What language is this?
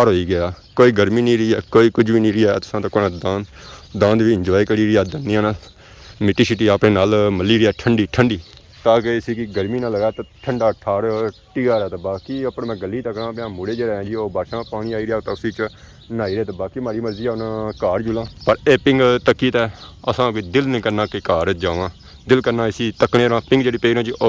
Pahari-Potwari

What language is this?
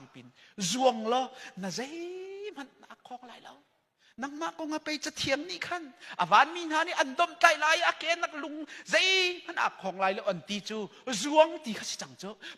Hakha Chin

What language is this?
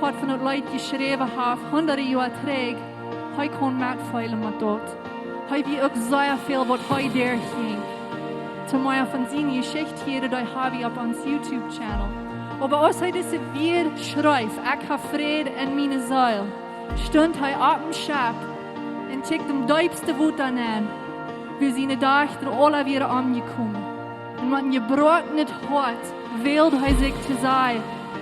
Plautdietsch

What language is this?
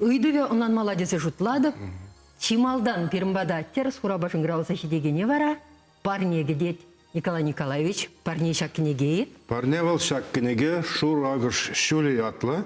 Chuvash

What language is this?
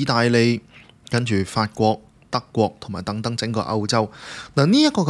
Cantonese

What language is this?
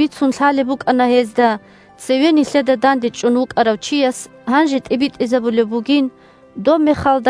Avaric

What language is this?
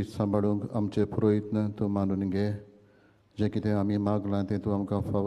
Konkani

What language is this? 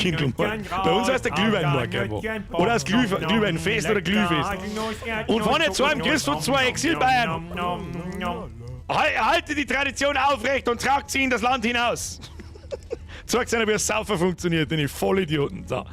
Bavarian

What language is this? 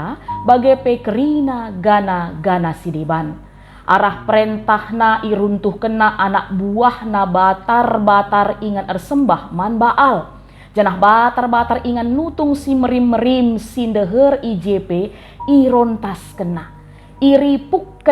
Batak Karo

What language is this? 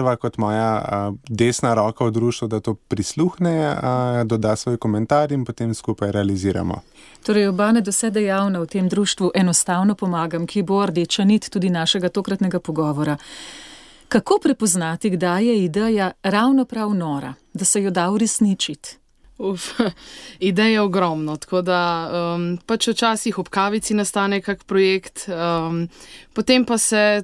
Slovenian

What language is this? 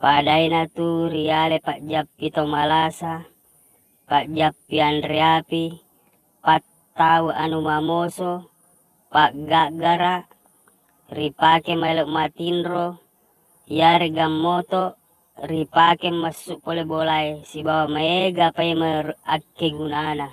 Buginese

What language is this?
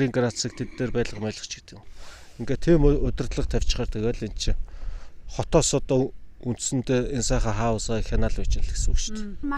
Mongolian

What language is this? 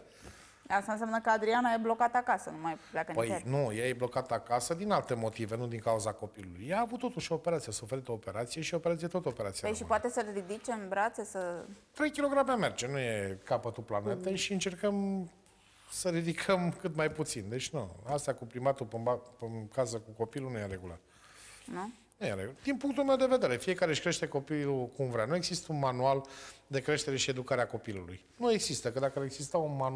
Romanian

